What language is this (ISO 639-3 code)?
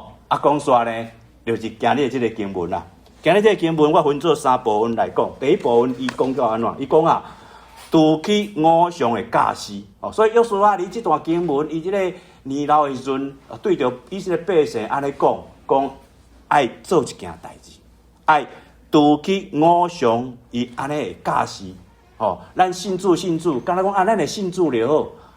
nan